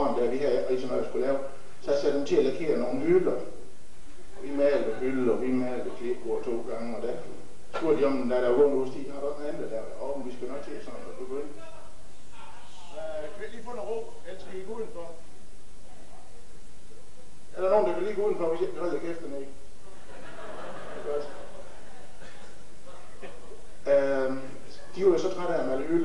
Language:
Danish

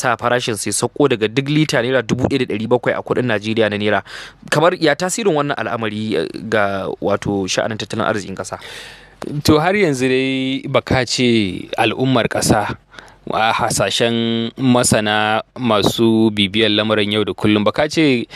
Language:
Hausa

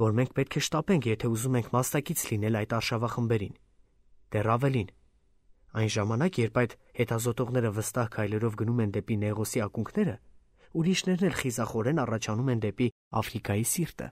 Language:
Armenian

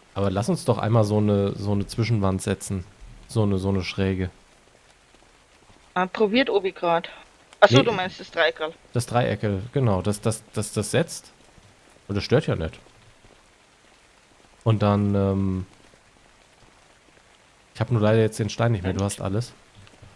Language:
German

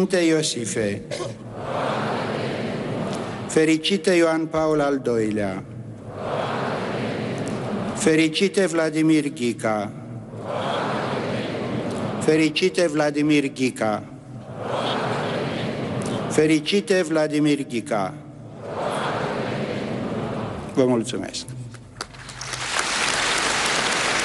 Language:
Romanian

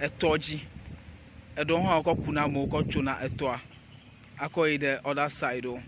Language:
Ewe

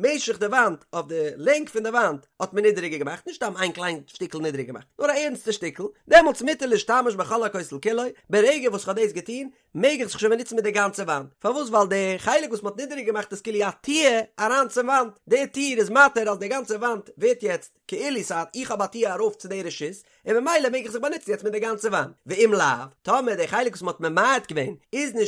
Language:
Yiddish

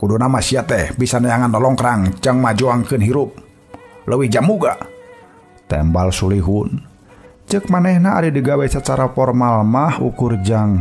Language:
Sundanese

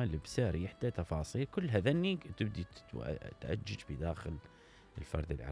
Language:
Mesopotamian Arabic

